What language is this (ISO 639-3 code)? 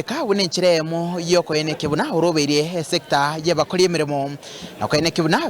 guz